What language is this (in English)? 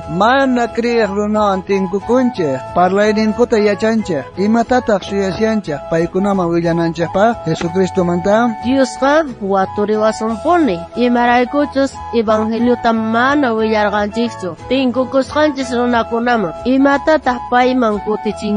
South Bolivian Quechua